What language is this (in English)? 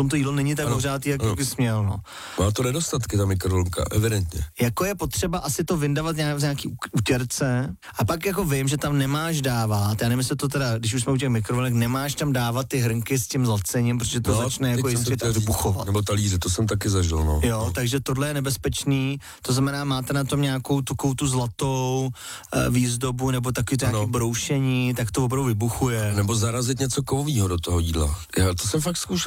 Czech